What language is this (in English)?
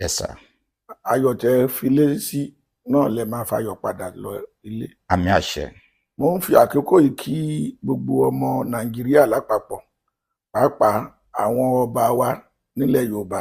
Yoruba